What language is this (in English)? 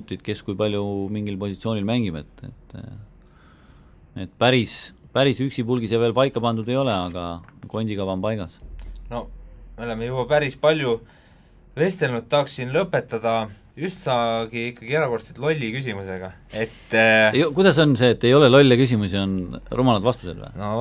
Estonian